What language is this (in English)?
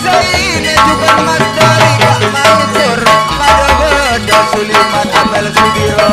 Madurese